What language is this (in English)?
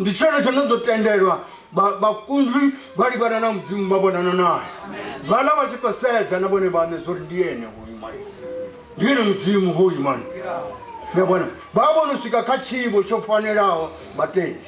Venda